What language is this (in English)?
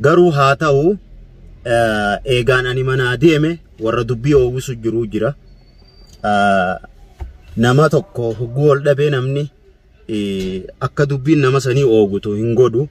Oromo